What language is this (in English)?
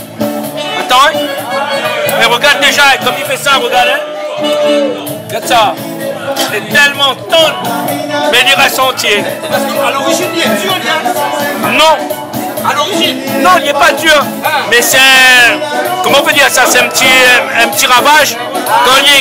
Réunion Creole French